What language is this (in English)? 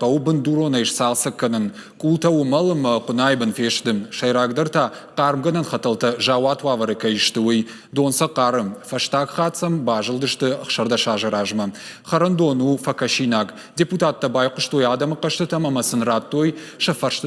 Ossetic